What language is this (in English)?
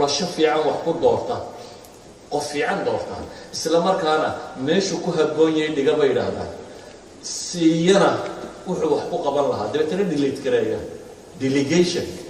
Somali